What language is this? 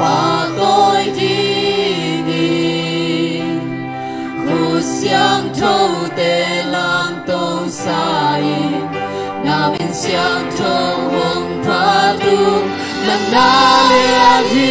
Tedim Chin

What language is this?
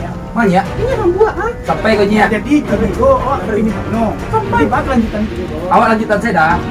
Minangkabau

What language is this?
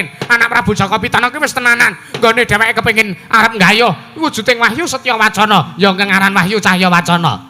Javanese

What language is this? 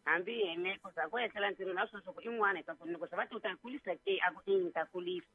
Tsonga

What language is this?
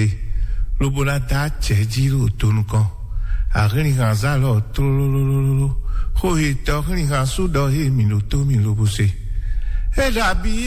Fon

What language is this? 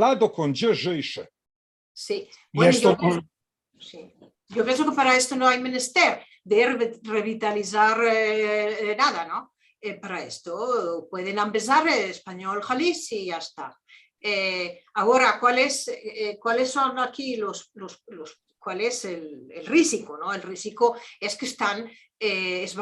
Ladino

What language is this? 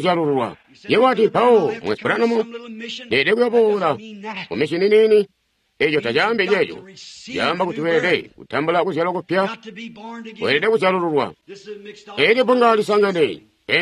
Tonga (Zambia)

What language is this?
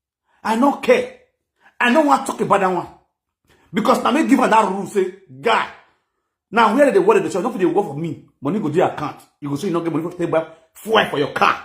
Nigerian Pidgin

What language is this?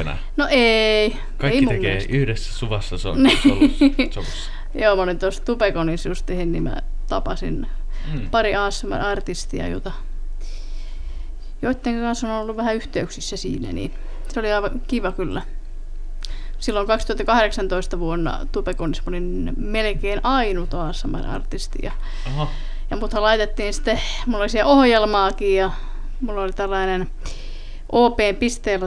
Finnish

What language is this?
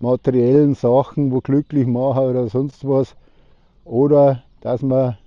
Bavarian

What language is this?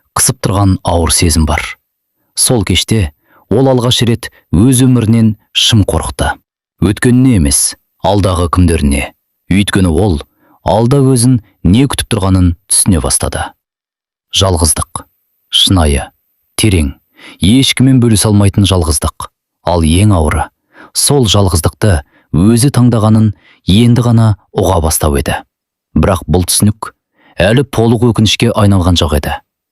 Kazakh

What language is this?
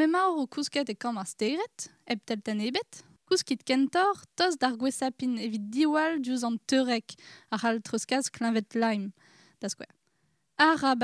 Breton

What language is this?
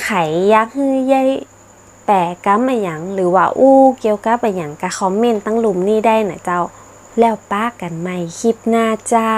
Northern Thai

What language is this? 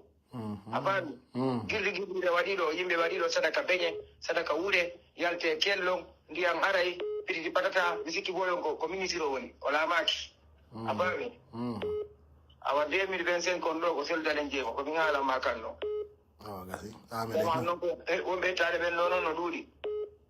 Pular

